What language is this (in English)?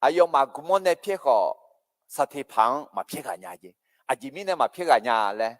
Akha